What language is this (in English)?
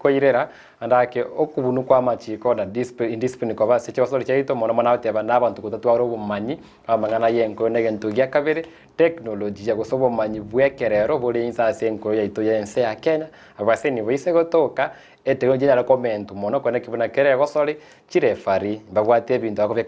Gusii